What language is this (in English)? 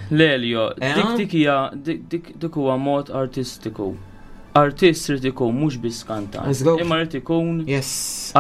Maltese